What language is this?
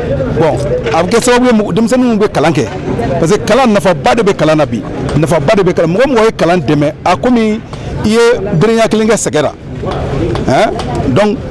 Bambara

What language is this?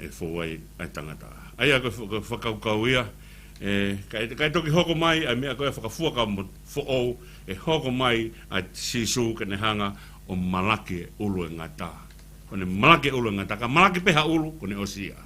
Tongan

